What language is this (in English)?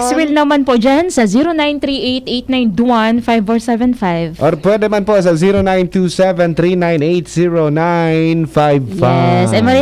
Bikol